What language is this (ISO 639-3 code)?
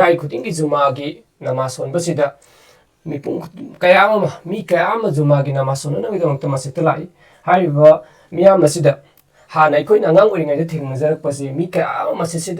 mni